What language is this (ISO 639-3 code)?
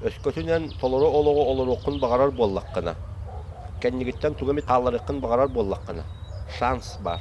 sah